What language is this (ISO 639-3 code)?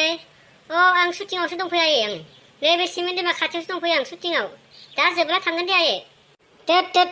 brx